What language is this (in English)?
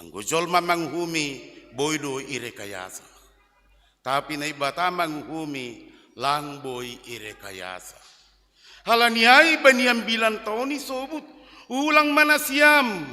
Batak Simalungun